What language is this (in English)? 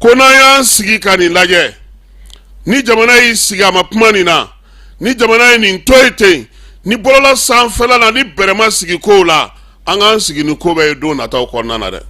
Bambara